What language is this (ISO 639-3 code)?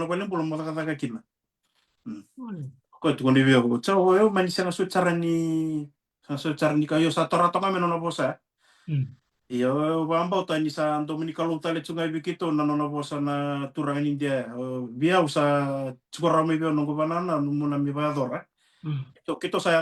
fij